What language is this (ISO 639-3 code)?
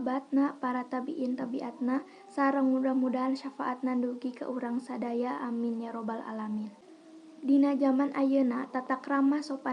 sun